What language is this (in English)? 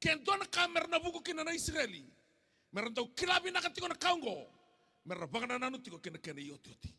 Fijian